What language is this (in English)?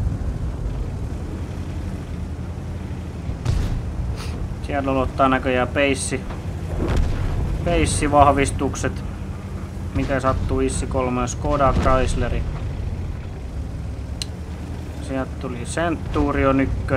Finnish